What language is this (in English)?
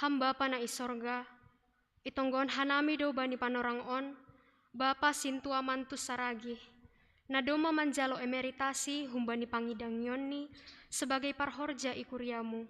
Batak Simalungun